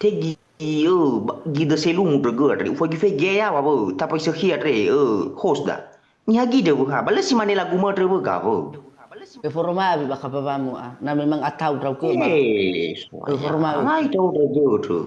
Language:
Nias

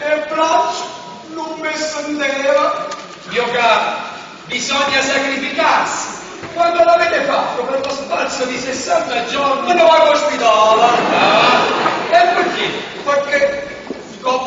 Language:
Neapolitan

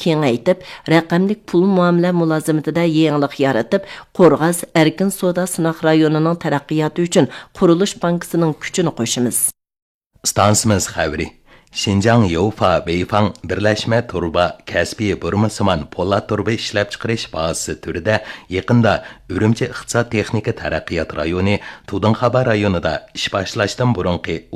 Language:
Uyghur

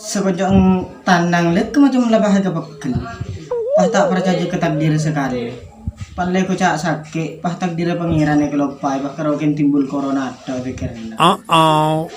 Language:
Madurese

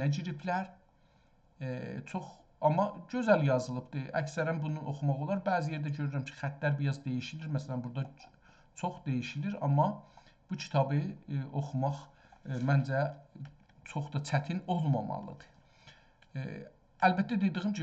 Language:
South Azerbaijani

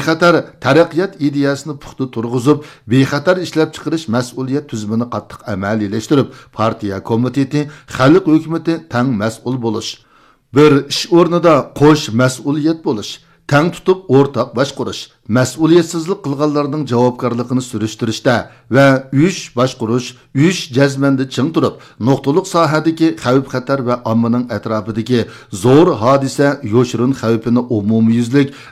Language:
Uyghur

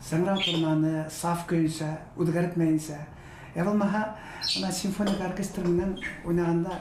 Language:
Bashkir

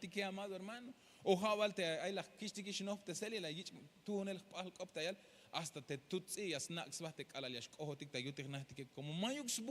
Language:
Tzeltal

